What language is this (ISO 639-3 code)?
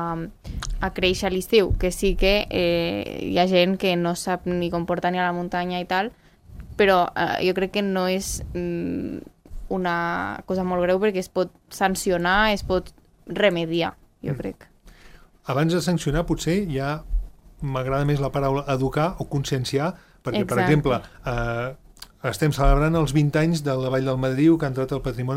cat